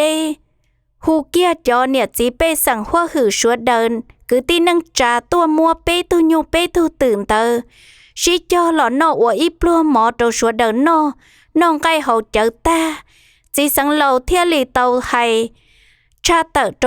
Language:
Hmong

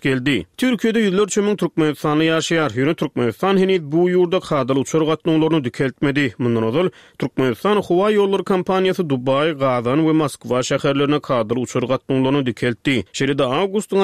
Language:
Turkmen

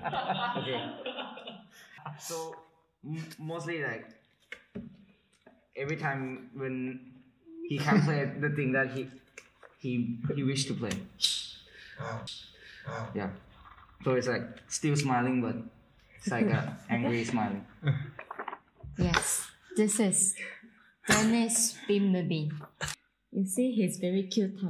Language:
English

